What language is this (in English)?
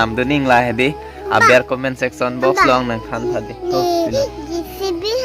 Karbi